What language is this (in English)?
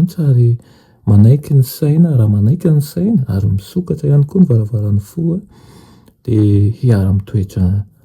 Malagasy